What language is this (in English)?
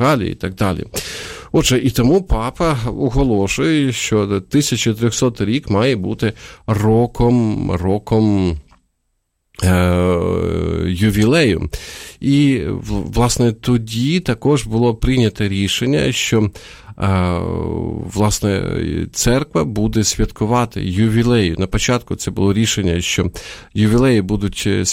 Ukrainian